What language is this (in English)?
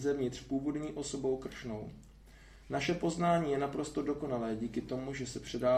Czech